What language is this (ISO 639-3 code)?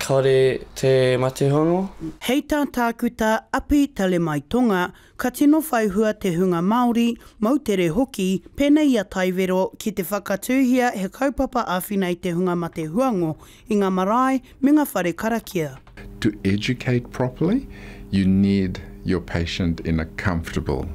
mri